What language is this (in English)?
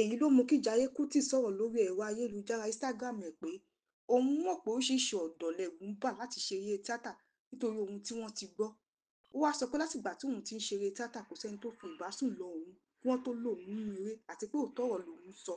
Yoruba